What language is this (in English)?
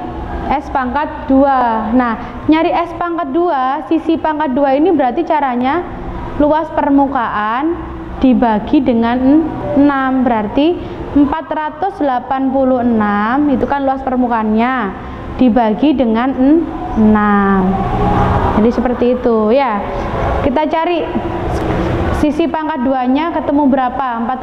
Indonesian